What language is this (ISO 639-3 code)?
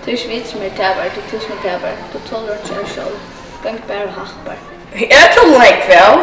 fao